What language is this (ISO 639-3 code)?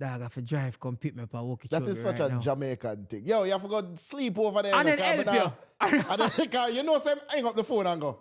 jam